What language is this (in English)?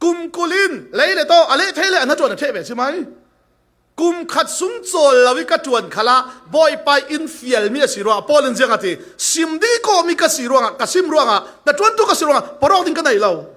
Falam Chin